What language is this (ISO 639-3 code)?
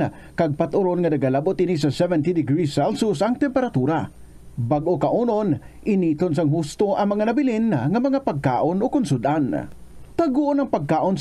hil